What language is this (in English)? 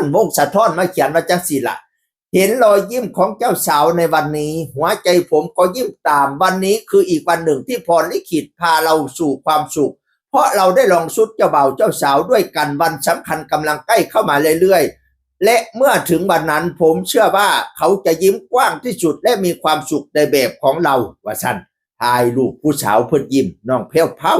Northeastern Thai